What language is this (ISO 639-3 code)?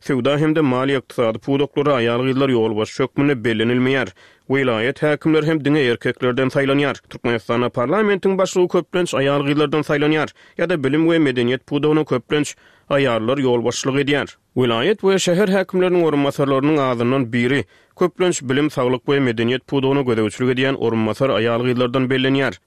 tuk